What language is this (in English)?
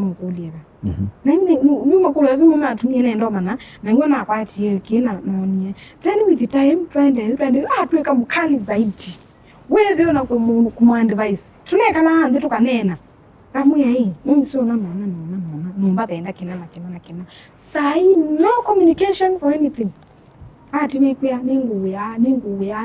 Kamba